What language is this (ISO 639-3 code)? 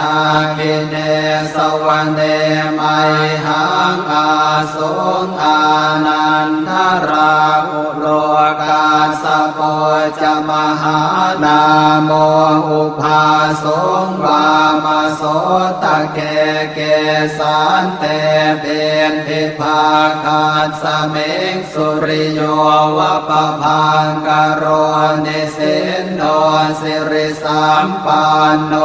pli